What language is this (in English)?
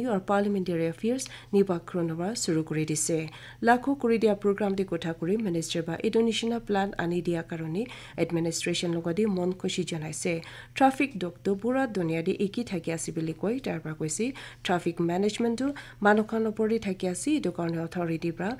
Naga Pidgin